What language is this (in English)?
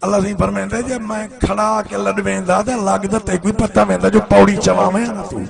Saraiki